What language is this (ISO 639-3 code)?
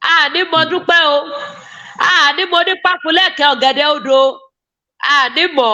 yor